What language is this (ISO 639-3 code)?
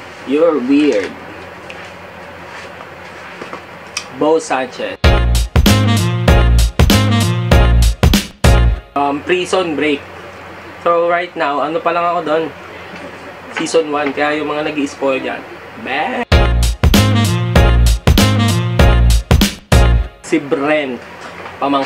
fil